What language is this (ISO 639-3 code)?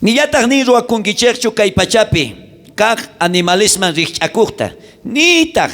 quh